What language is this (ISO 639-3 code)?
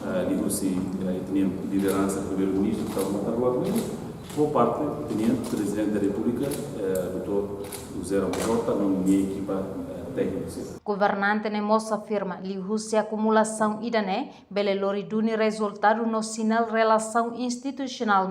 tet